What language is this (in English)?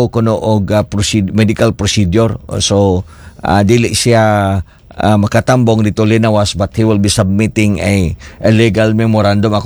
Cebuano